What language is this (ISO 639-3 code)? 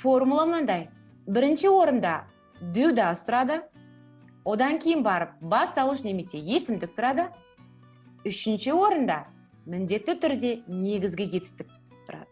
kaz